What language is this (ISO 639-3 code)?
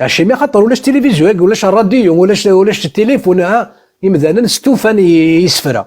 kab